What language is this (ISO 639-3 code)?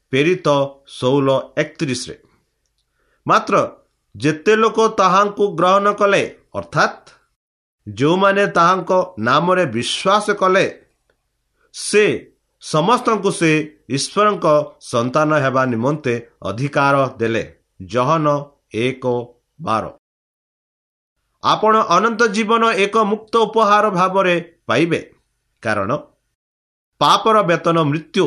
ori